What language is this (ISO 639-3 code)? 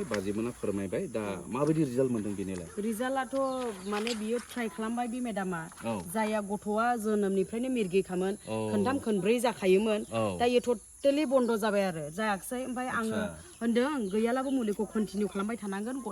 brx